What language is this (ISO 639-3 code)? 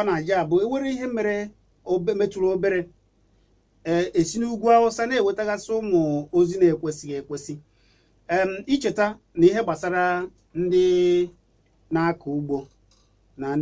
ibo